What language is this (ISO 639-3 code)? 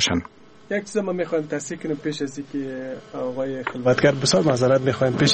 fas